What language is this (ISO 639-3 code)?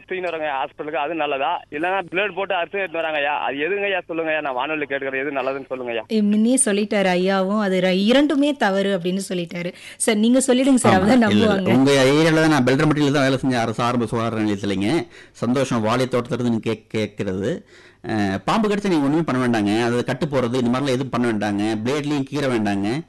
tam